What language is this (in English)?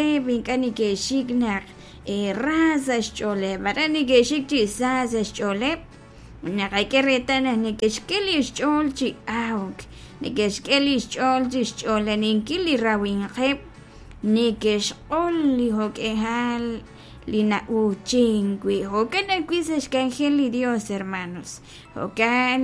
Kekchí